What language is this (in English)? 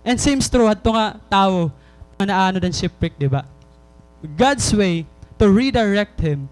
Waray